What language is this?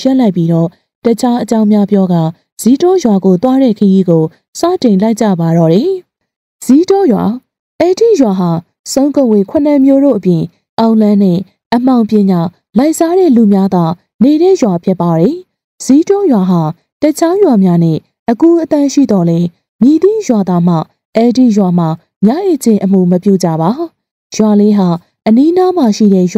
Burmese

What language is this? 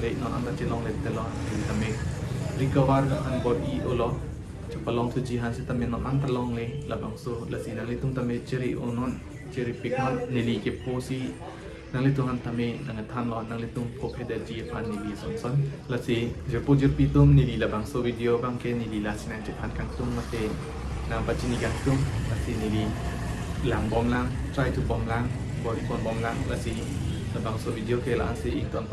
Karbi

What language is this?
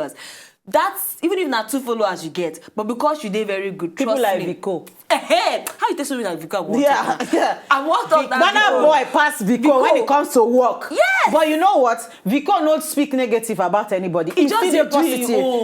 Nigerian Pidgin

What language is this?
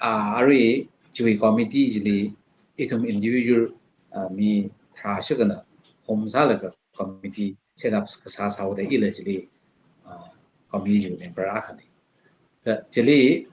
Tangkhul Naga (India)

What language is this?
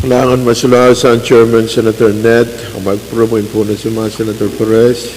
Pohnpeian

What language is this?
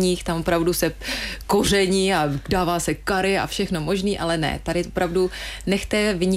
Czech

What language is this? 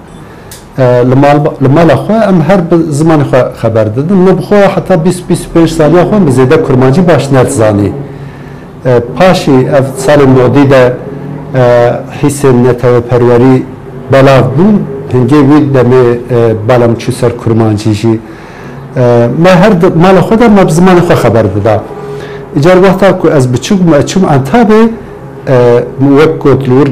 Kurdish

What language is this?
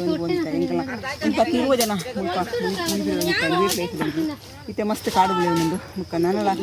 Tulu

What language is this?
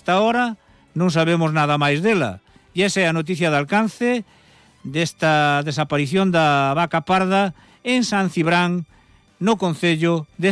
Galician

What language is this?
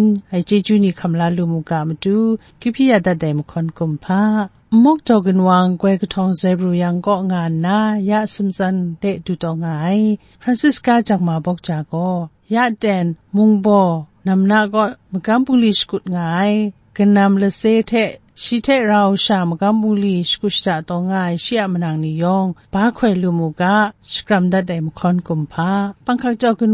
Kachin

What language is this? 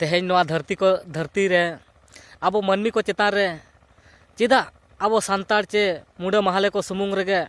Santali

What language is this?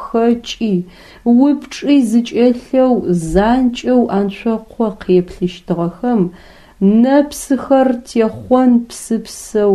Adyghe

